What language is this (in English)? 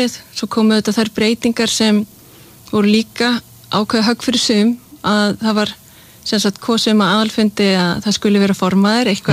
Icelandic